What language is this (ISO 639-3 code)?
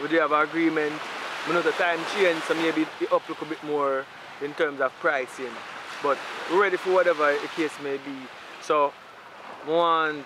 jam